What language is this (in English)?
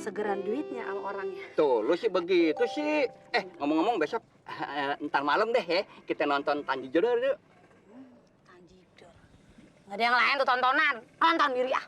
Betawi